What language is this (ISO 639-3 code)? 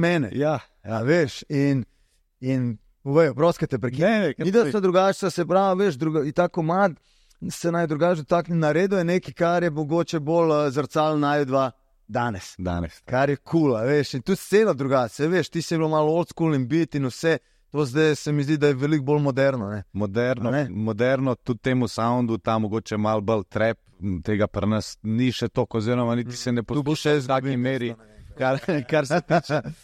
slv